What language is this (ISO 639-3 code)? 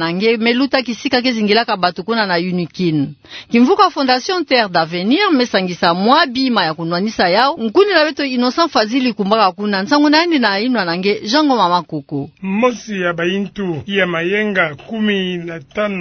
ktu